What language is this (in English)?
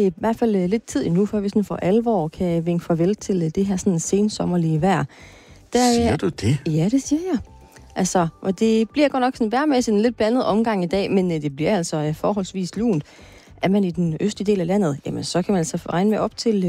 Danish